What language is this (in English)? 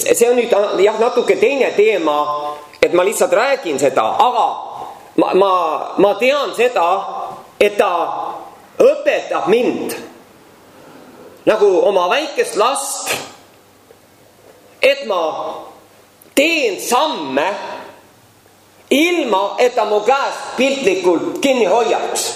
Estonian